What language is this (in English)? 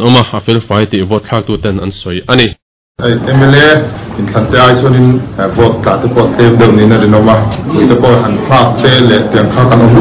Mizo